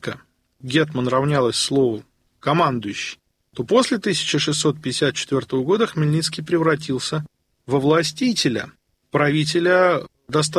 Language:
Russian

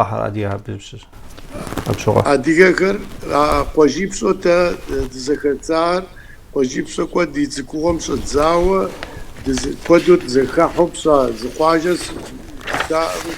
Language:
Kabardian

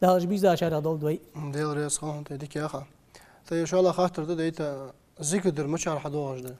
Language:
Ingush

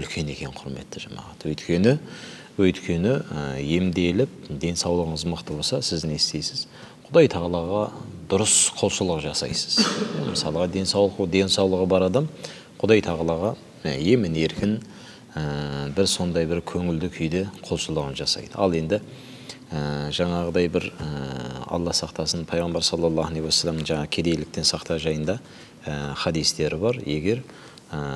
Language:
Kazakh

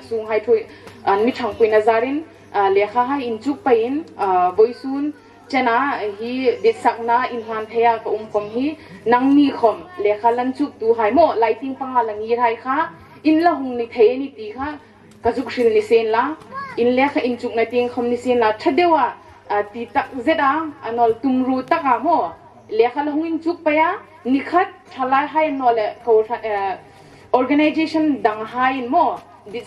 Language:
Hmar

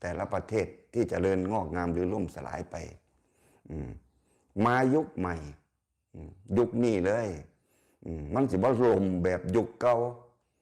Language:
Northeastern Thai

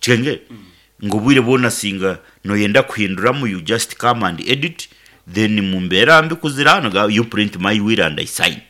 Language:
Nyankole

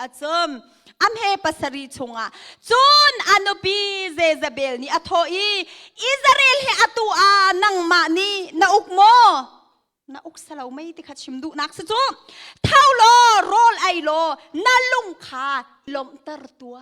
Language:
Hakha Chin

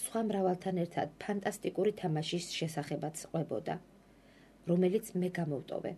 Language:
Georgian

